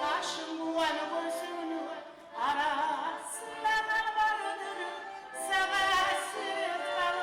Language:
Kumyk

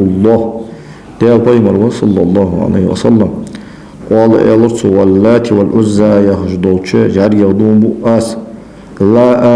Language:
Ingush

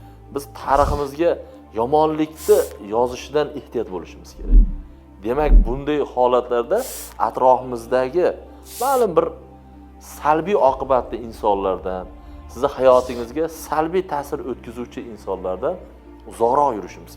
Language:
Uzbek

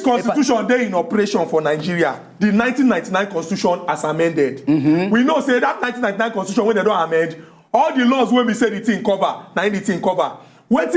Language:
Nigerian Pidgin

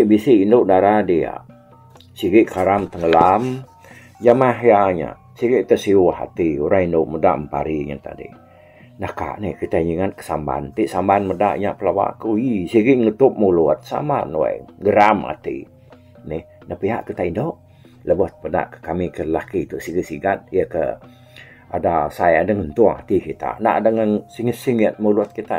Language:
Iban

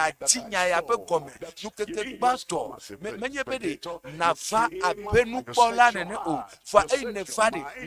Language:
Ewe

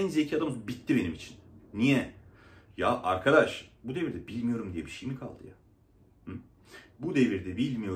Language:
Turkish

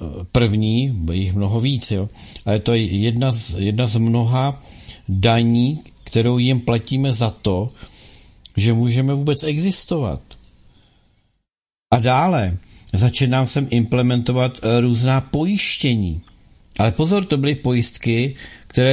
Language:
Czech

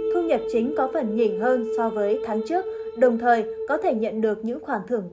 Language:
Vietnamese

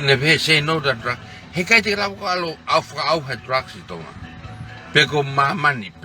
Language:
Tongan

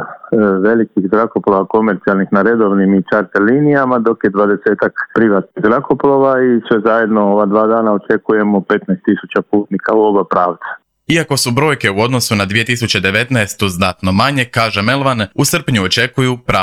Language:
Croatian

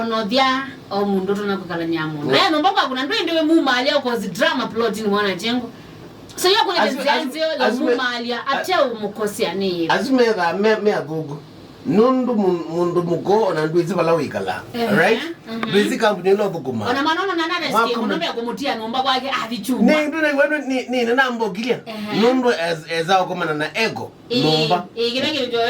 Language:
Kamba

